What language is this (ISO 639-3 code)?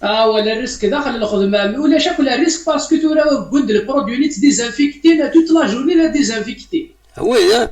kab